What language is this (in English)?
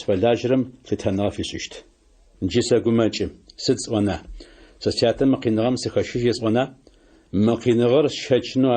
Adyghe